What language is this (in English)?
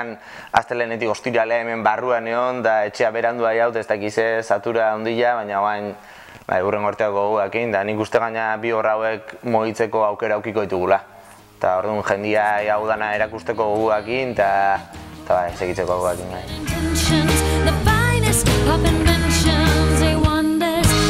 Basque